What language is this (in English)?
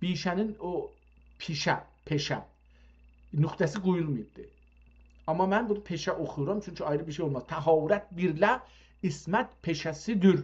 South Azerbaijani